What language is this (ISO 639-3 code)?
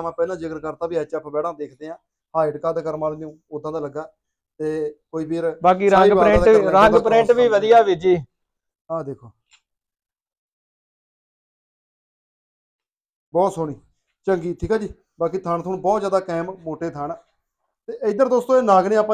pan